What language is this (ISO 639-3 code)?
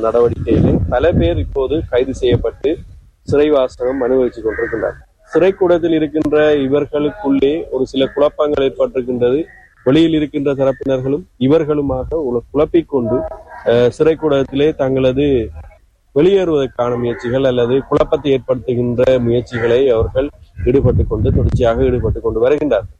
tam